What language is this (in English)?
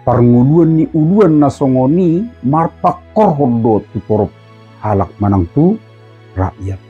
Batak Toba